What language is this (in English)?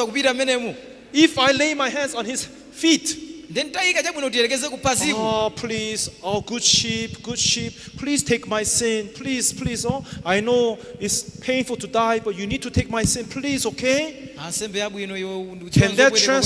Nyanja